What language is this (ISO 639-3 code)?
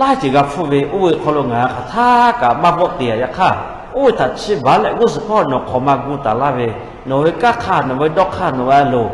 lhu